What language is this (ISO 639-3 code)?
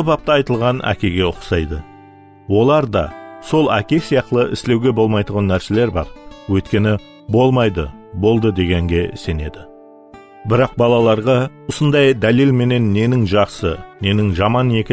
kaa